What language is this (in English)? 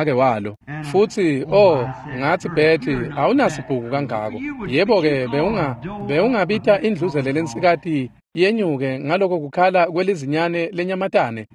Swati